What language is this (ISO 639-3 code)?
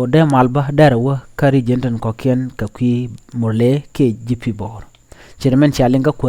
nus